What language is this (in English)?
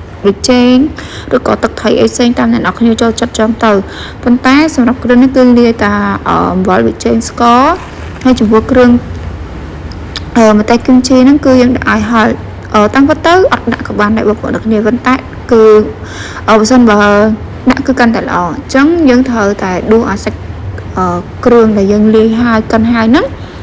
Khmer